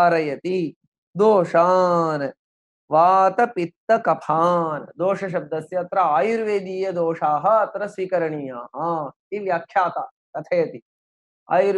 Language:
Sanskrit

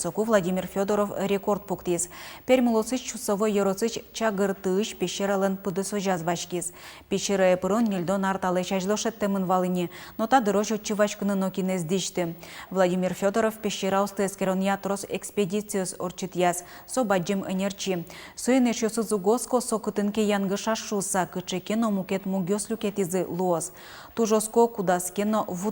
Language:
Udmurt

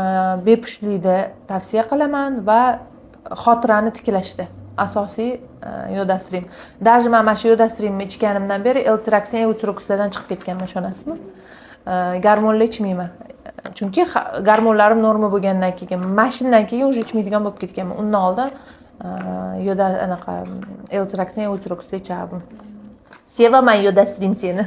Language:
Uzbek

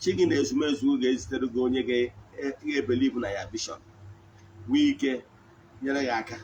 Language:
Igbo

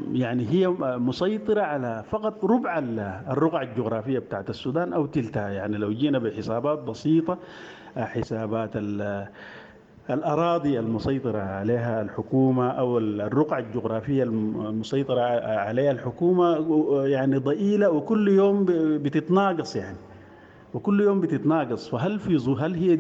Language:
Sudanese Arabic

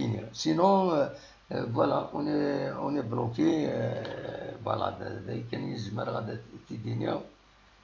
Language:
Kabyle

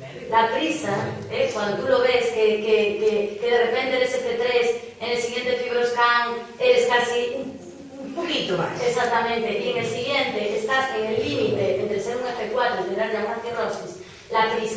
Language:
Spanish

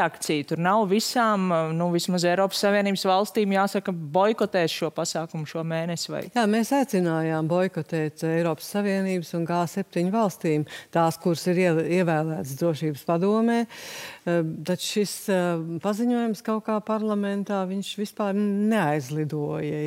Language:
Latvian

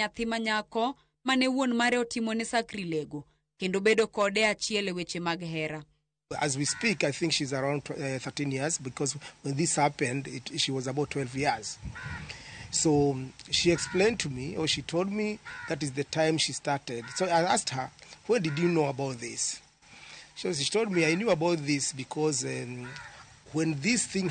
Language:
Luo (Kenya and Tanzania)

